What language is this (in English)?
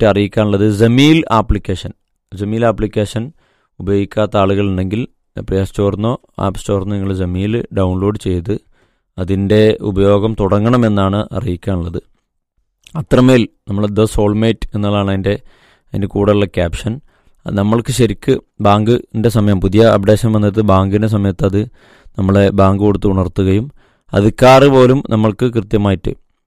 Malayalam